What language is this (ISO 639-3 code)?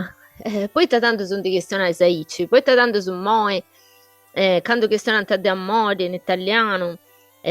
srd